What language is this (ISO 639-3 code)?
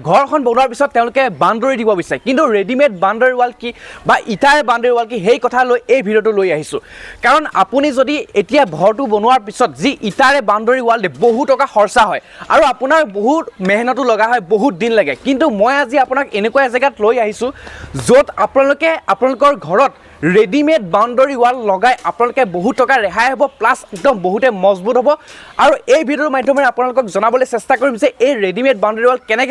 asm